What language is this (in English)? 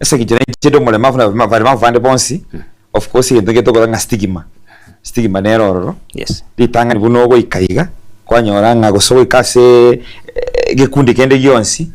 Gusii